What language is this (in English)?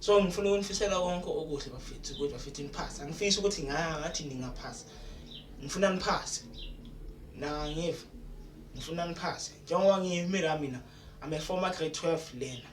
Zulu